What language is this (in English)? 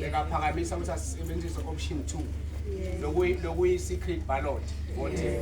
Zulu